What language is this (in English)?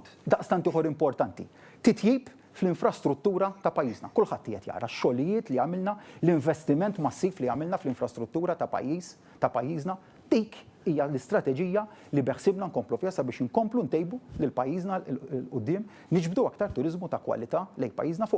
Maltese